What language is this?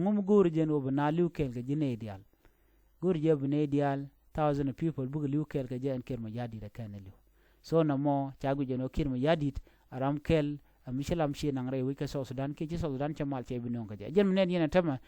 Nuer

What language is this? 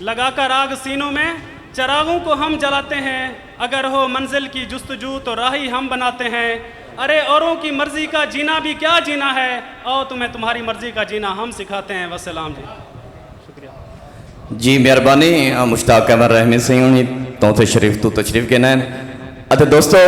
Saraiki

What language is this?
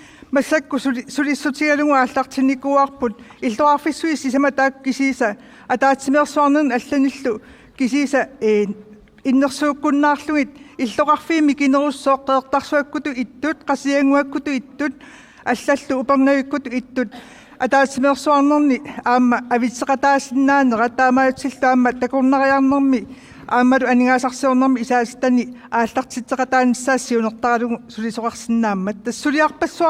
Kalaallisut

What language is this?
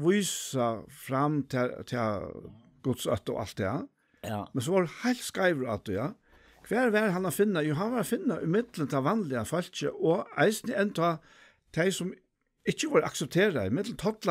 Faroese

